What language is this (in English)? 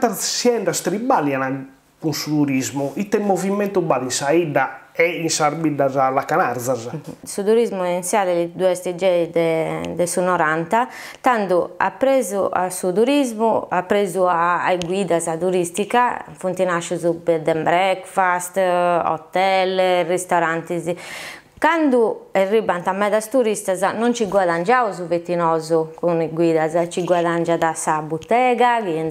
Sardinian